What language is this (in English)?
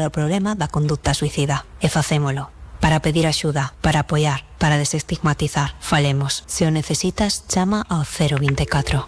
Galician